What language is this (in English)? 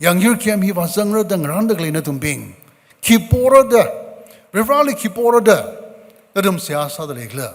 Tangkhul Naga (India)